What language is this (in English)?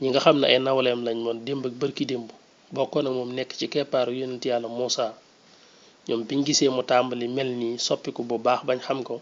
Wolof